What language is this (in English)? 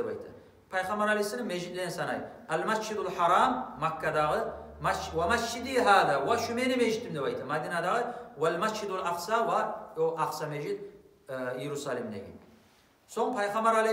Kumyk